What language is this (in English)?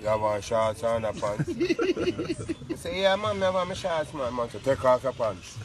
Jamaican Creole English